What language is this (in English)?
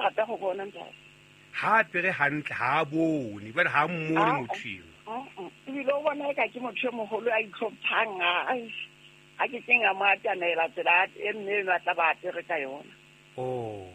Southern Sotho